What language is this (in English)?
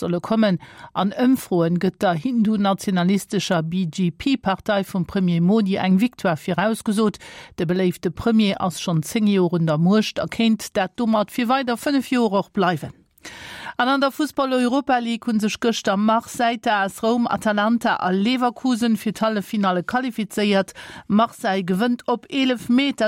Luxembourgish